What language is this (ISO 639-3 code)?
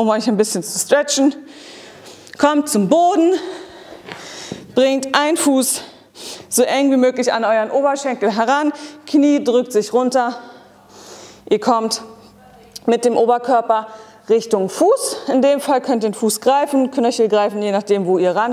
deu